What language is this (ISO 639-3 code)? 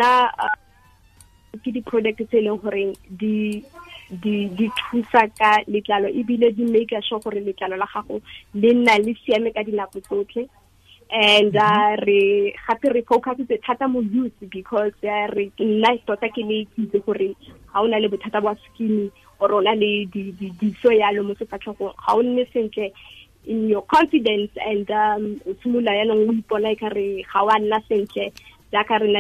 tsn